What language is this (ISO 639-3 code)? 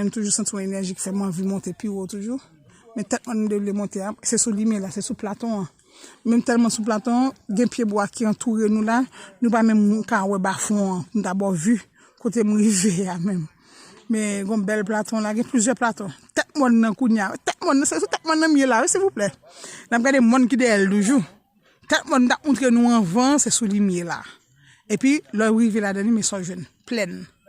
hat